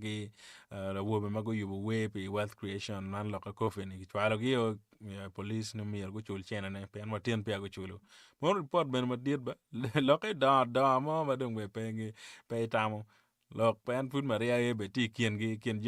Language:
Acoli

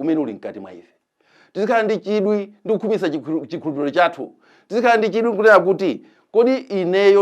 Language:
Nyanja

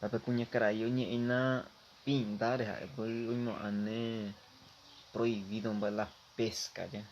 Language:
Guarani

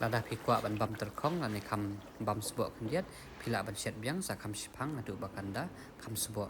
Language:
Khasi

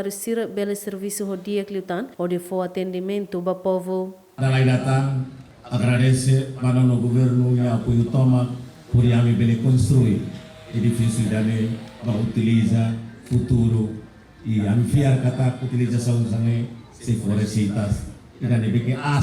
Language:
Tetum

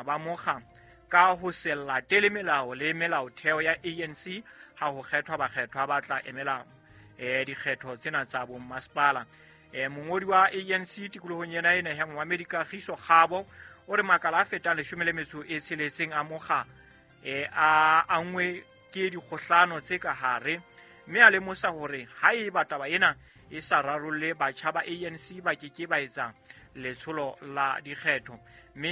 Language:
Southern Sotho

